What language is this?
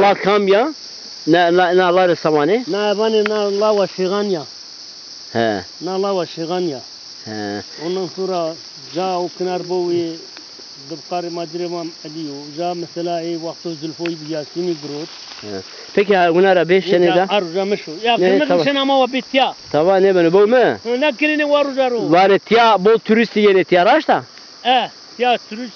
Zaza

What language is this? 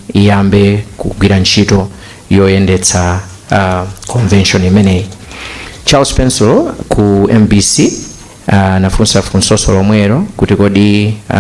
Nyanja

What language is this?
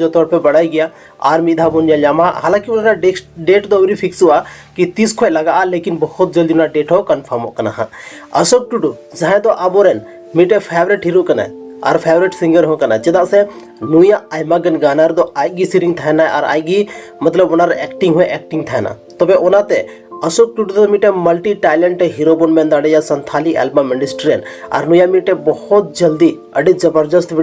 Santali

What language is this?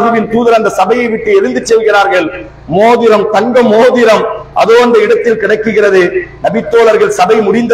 Tamil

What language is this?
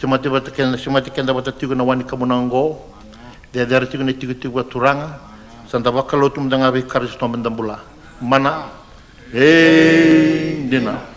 Fijian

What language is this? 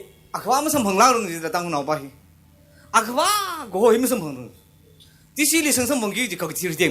Tangkhul Naga (India)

